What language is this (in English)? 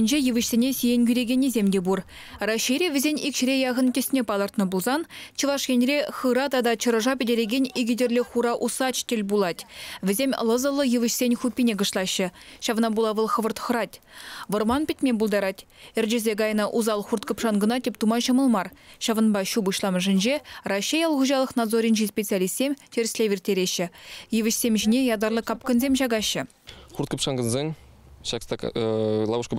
Chuvash